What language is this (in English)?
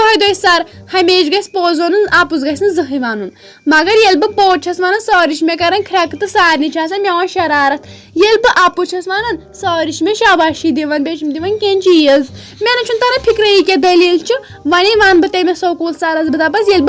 Kashmiri